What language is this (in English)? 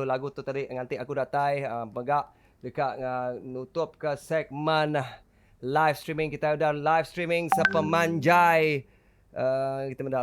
Iban